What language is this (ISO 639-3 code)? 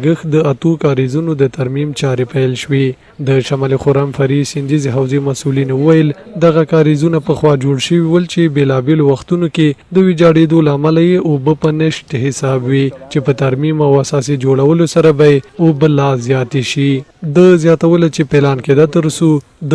pus